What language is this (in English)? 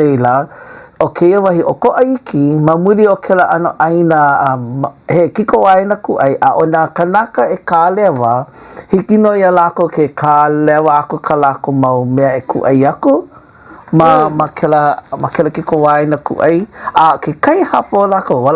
Hawaiian